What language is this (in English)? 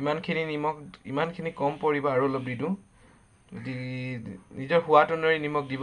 Assamese